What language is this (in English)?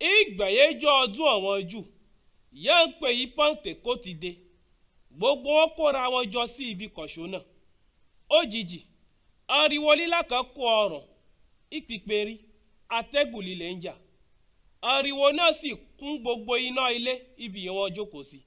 Yoruba